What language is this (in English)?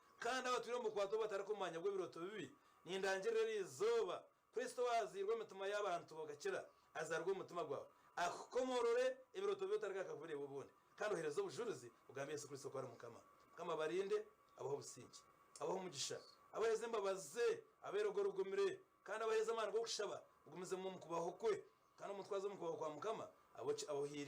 Nyankole